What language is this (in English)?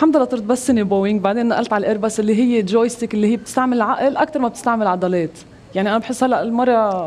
North Levantine Arabic